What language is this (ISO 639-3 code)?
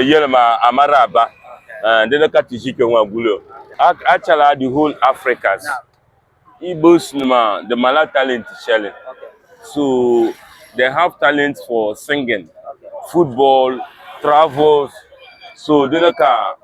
dag